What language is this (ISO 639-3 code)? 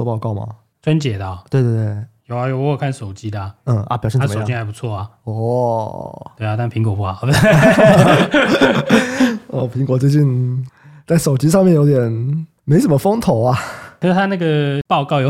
zho